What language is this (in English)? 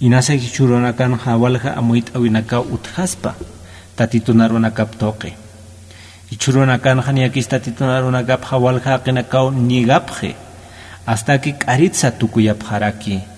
Aymara